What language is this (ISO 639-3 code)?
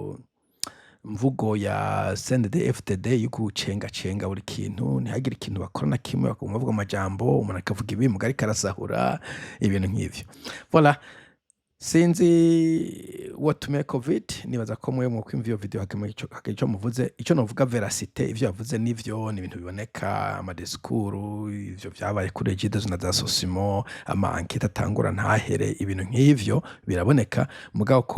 run